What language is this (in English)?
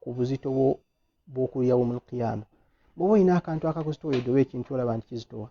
Ganda